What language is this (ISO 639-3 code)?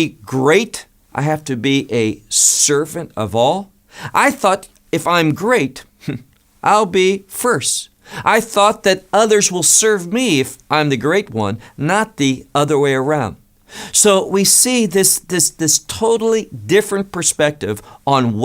eng